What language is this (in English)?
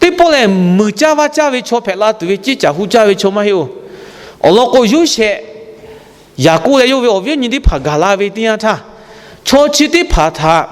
Lahu